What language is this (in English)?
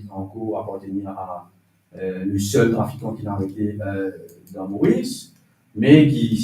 Morisyen